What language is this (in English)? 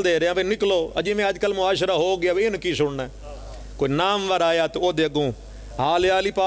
Pahari-Potwari